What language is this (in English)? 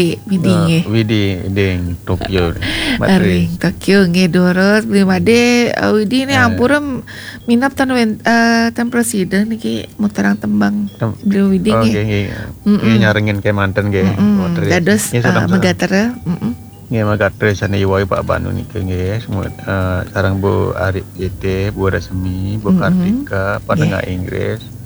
Balinese